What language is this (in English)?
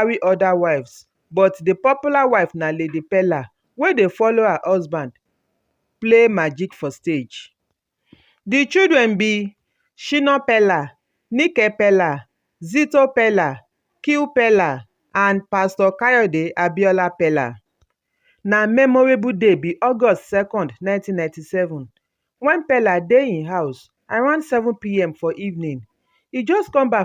Nigerian Pidgin